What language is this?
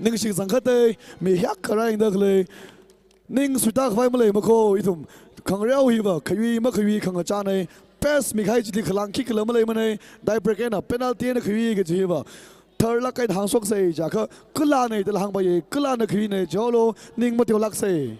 Tangkhul Naga (India)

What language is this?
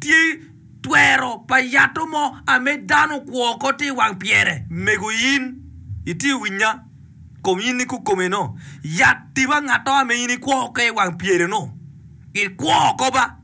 Acoli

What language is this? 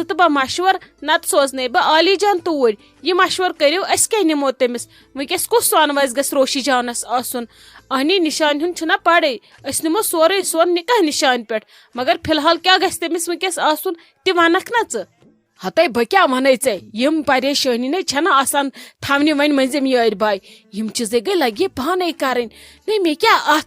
Kashmiri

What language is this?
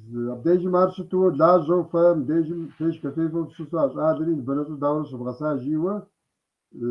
Kabardian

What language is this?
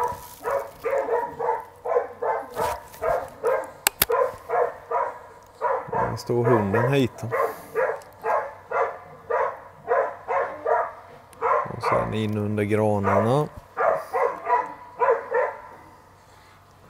Swedish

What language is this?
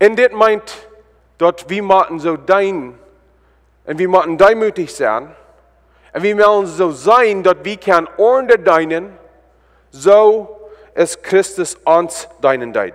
Plautdietsch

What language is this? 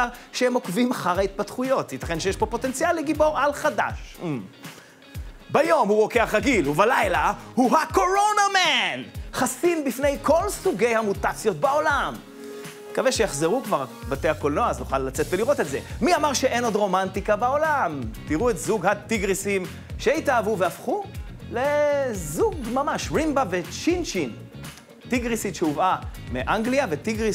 Hebrew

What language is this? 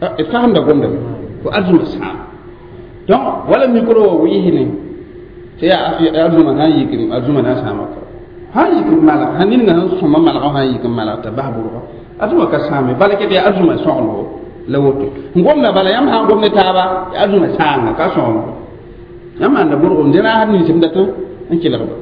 Mossi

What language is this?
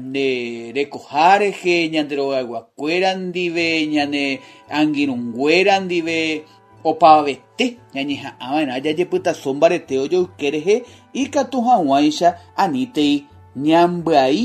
Guarani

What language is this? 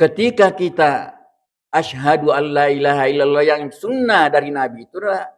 Buginese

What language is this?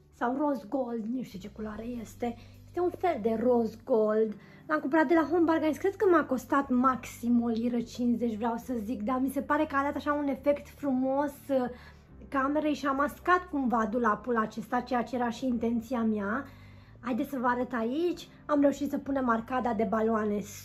Romanian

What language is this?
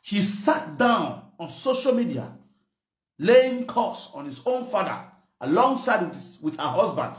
Nigerian Pidgin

